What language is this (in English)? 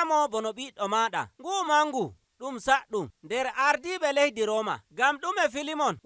Nigerian Fulfulde